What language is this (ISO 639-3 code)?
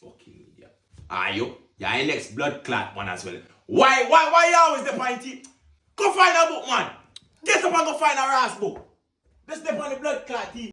jam